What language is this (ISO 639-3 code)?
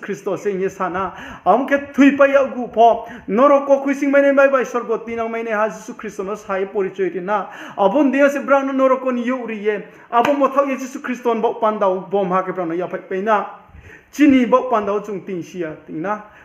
ria